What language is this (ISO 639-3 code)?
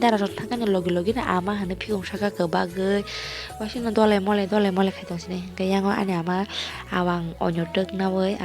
trp